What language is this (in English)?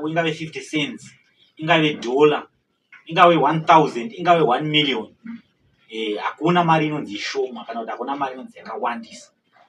Shona